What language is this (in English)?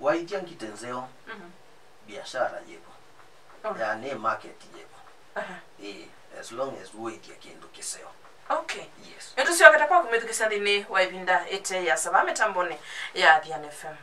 Kamba